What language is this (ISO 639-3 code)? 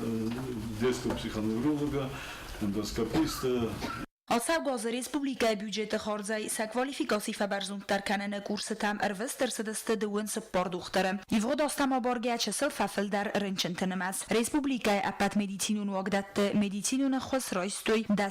oss